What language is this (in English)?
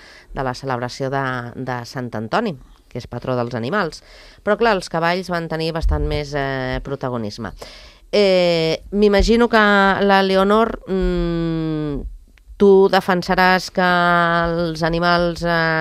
Catalan